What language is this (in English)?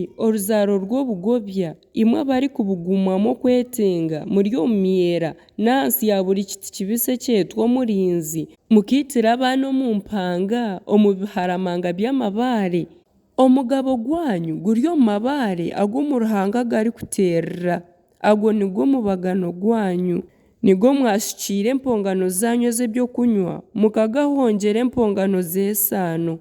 Nyankole